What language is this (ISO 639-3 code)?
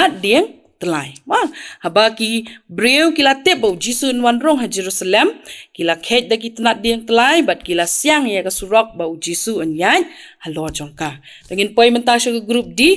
kha